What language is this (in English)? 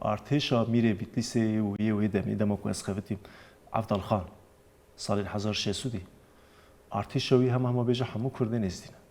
Kurdish